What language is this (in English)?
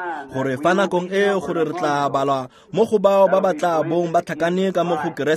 Tswana